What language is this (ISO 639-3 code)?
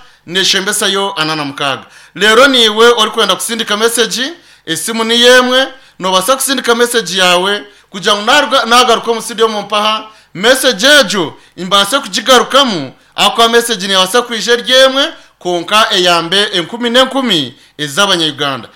nyn